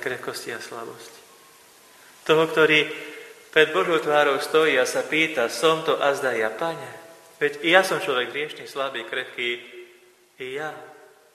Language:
Slovak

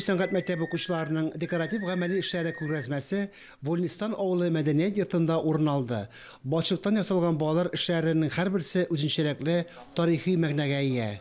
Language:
Tatar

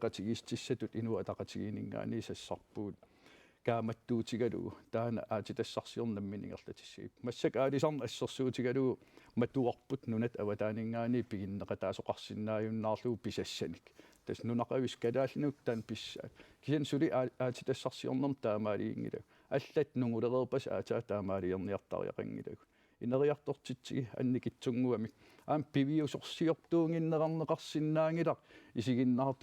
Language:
Kalaallisut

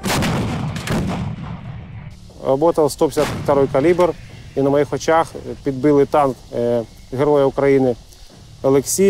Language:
Ukrainian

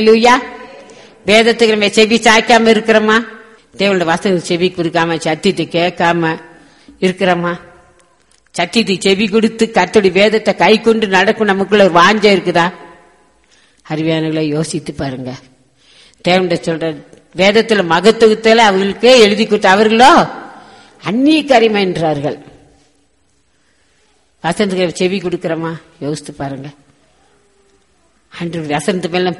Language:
Tamil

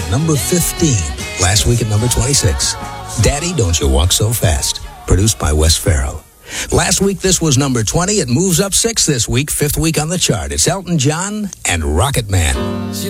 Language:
English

